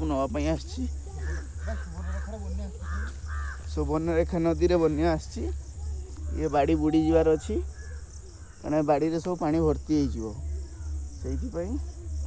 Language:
Odia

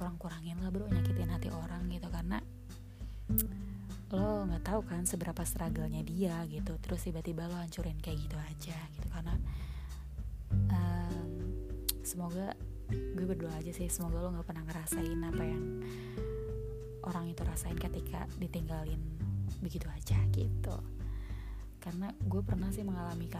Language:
Indonesian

